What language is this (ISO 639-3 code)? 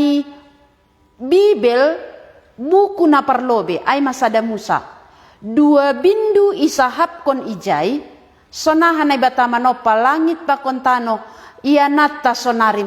bts